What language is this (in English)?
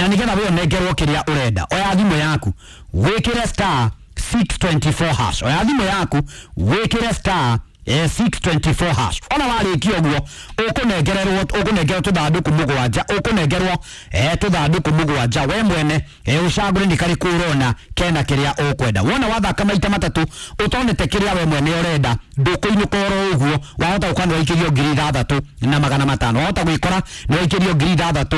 Kikuyu